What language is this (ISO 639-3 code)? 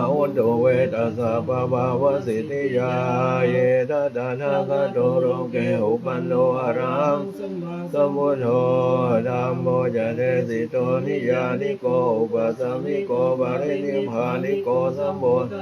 pli